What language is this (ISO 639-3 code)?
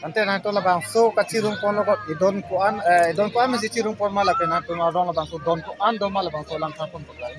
mjw